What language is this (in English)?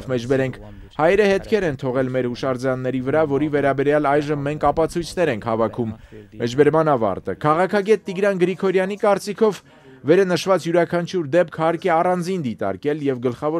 Armenian